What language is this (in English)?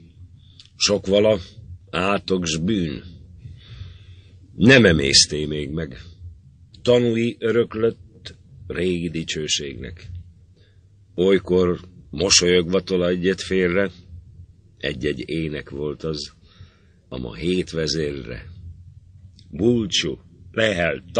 Hungarian